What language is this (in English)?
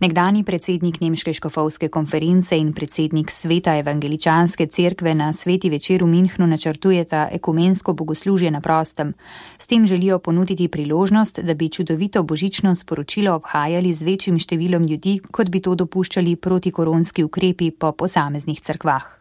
Slovenian